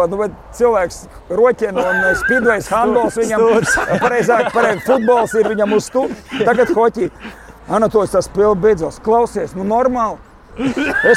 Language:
Latvian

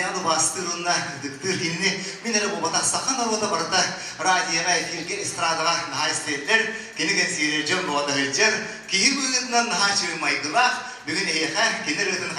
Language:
Yakut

